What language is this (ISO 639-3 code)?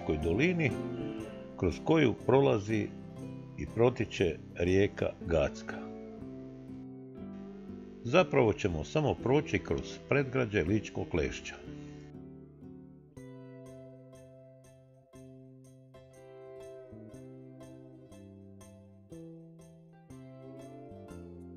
hrv